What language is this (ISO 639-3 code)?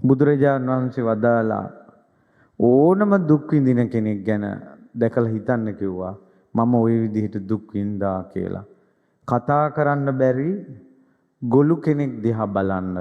sin